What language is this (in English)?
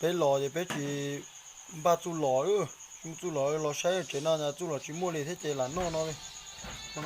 Hmong